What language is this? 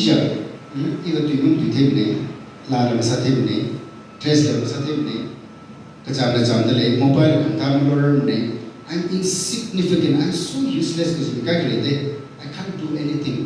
Tangkhul Naga (India)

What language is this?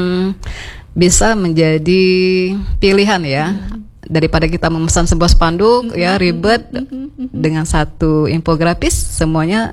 Indonesian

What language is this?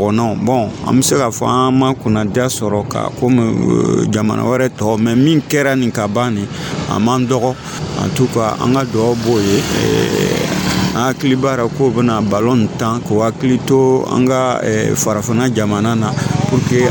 Dyula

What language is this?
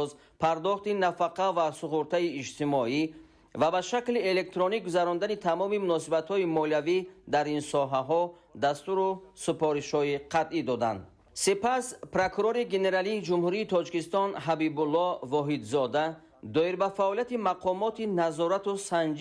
Tajik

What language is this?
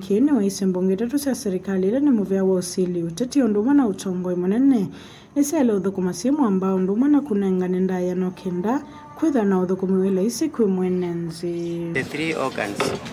Kamba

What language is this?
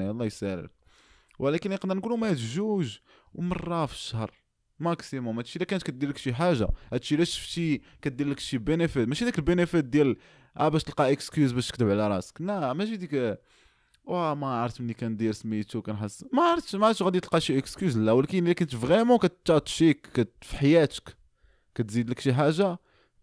Moroccan Arabic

